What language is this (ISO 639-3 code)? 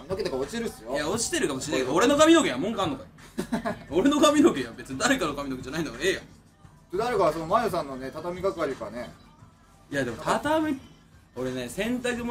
jpn